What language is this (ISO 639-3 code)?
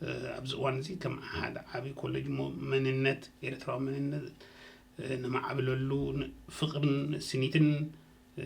tir